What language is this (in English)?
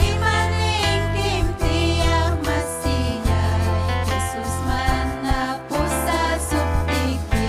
Ayacucho Quechua